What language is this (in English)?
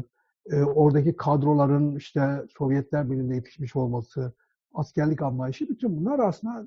Turkish